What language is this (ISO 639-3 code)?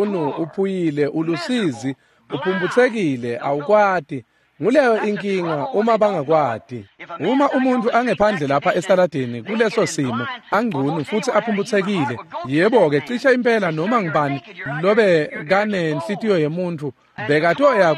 ssw